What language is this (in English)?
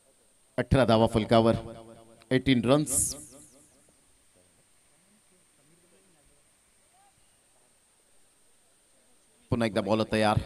Marathi